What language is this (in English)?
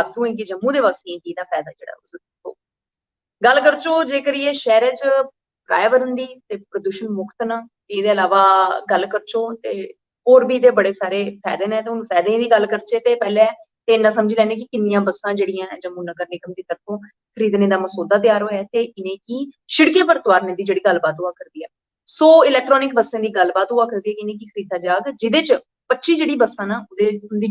Dogri